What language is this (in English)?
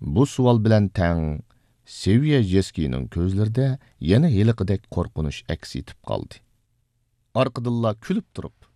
Uyghur